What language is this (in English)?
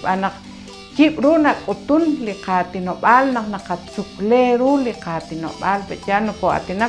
Kekchí